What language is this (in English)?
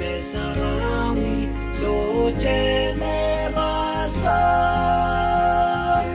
Pohnpeian